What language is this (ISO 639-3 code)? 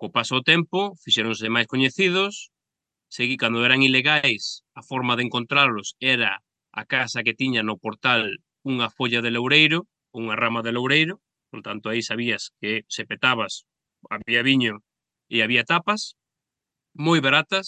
glg